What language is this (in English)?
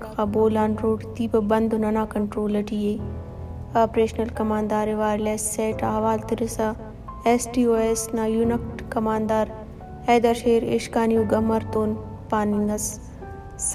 Brahui